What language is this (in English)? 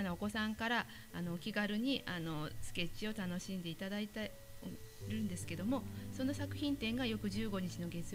Japanese